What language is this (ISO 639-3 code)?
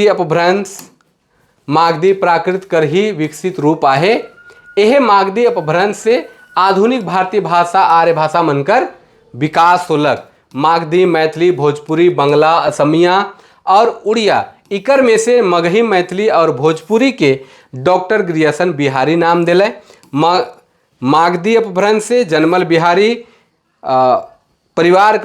sck